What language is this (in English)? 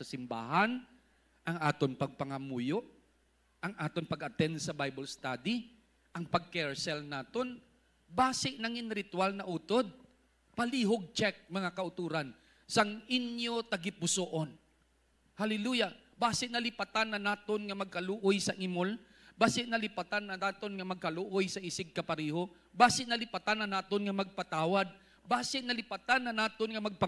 Hiligaynon